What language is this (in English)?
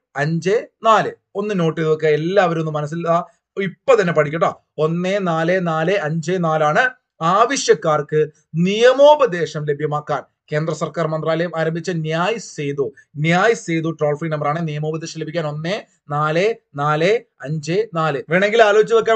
Malayalam